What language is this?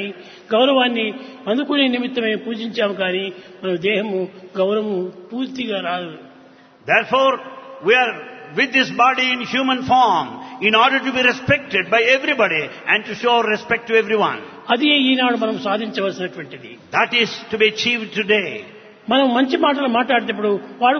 Telugu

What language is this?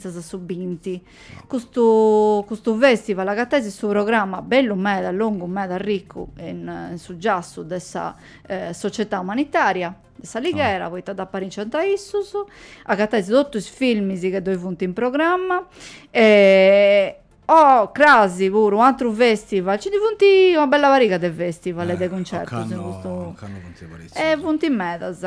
Sardinian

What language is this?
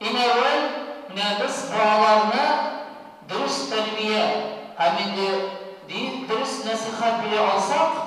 Tatar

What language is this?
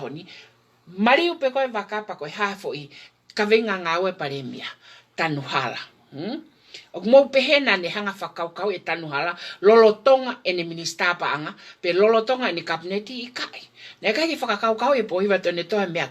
Tongan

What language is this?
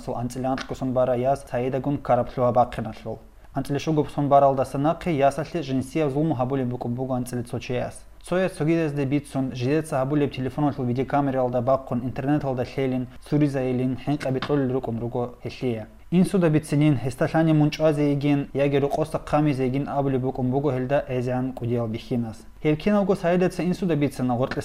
Avaric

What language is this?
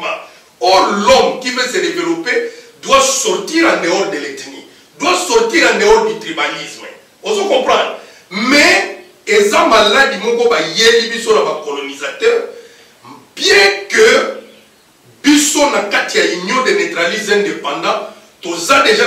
Lingala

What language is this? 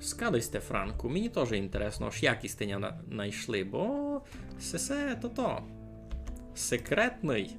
Rusyn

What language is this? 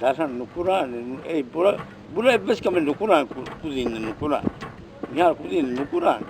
Divehi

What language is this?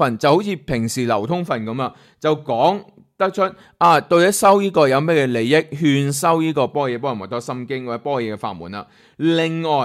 Cantonese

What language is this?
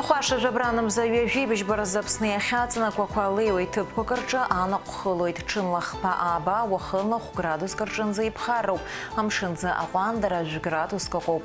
Abkhazian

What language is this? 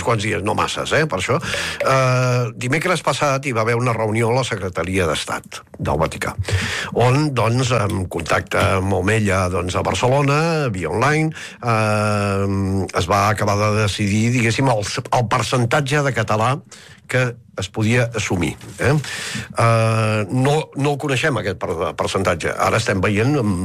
Catalan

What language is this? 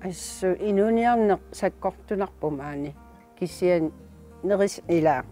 Kalaallisut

